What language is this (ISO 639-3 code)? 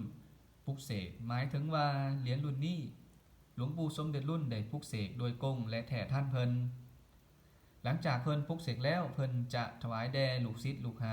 lao